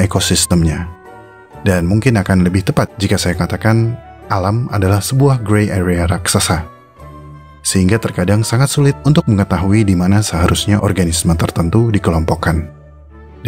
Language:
Indonesian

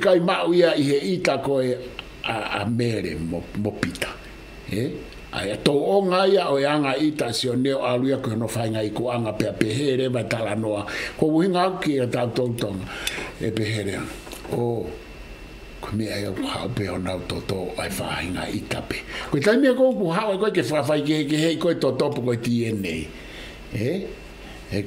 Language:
Tongan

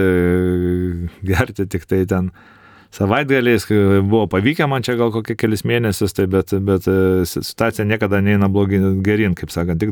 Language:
Lithuanian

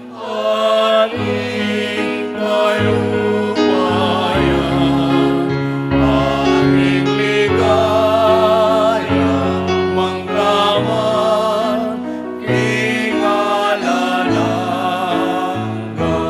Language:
Pampanga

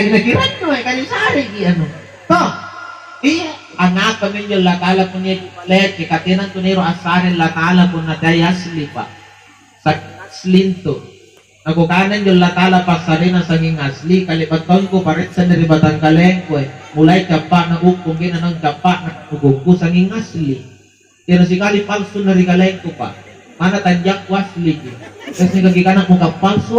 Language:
Makasar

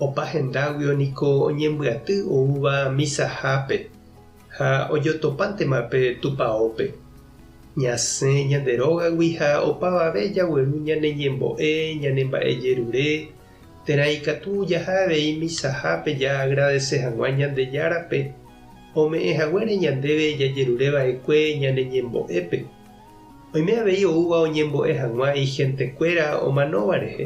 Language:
Guarani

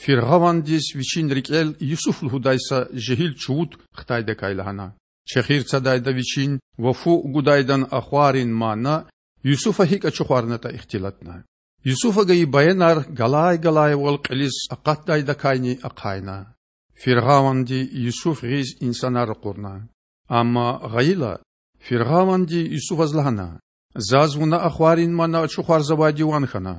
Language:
Lezghian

